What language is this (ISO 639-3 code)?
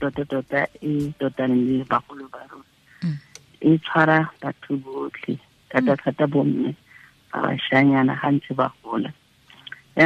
tsn